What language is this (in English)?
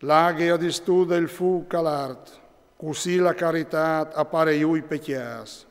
Friulian